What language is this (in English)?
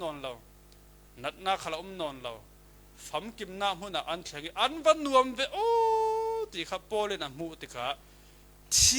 Falam Chin